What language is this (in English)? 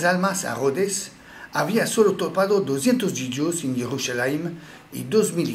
Ladino